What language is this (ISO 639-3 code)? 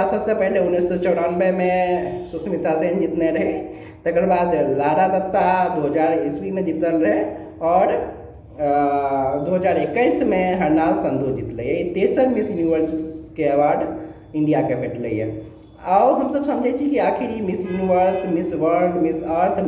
mai